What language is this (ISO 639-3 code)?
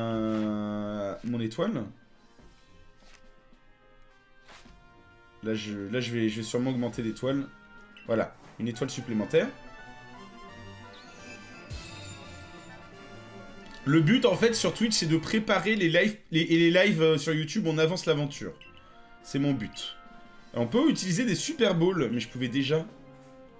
fra